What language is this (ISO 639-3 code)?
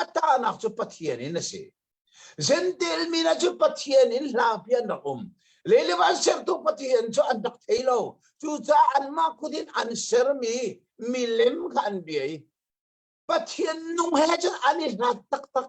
cnh